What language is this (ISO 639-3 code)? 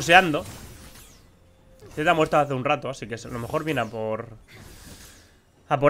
spa